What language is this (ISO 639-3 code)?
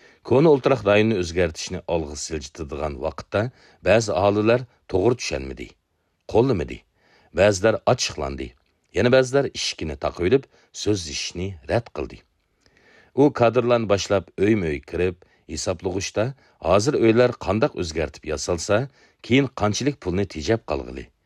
uig